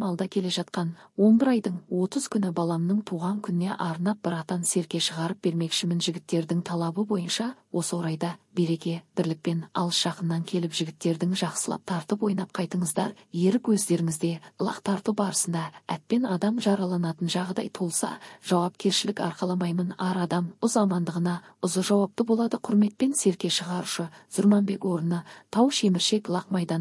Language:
Kyrgyz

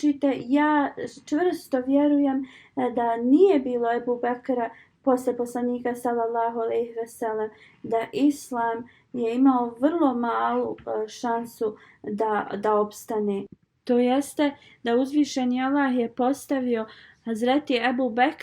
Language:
Bosnian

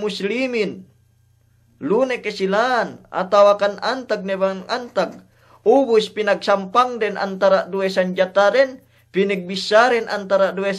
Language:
Yakan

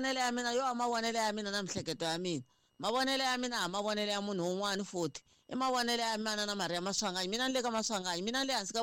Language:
Tsonga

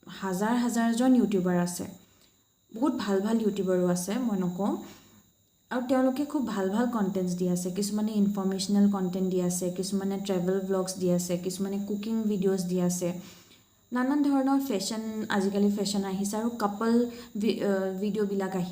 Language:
Assamese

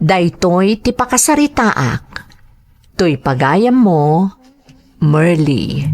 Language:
Iloko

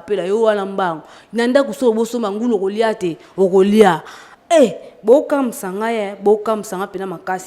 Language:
Lingala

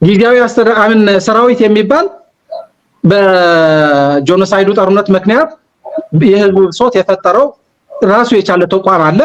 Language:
Amharic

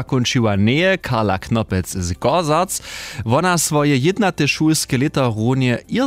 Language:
Upper Sorbian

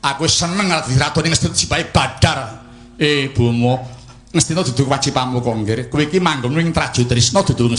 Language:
Javanese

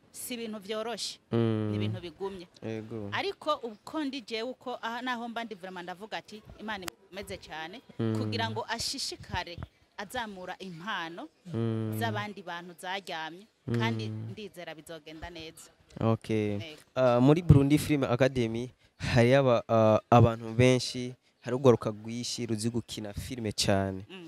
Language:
Rundi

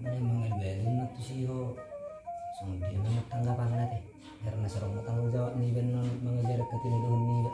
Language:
Batak Toba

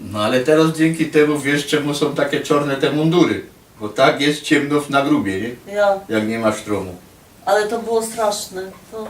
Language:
Silesian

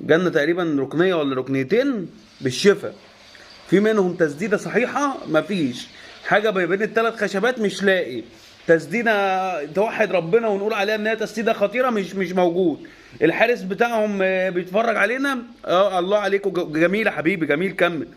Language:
Egyptian Arabic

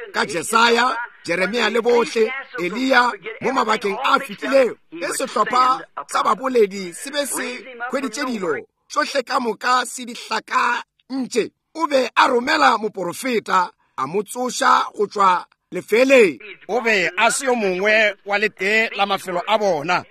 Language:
Northern Sotho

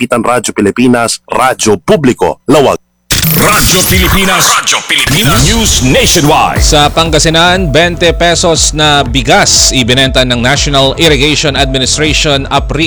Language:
Filipino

